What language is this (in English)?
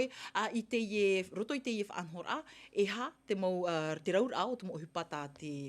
Tahitian